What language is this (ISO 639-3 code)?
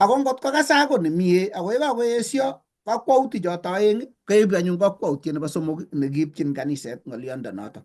kln